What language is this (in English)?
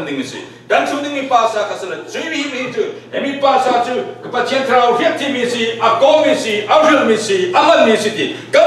Falam Chin